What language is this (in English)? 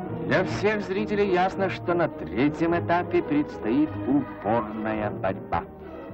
Russian